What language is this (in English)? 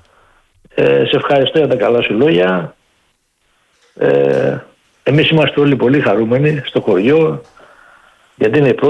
Greek